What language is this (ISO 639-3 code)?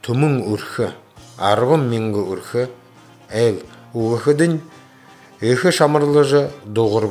bua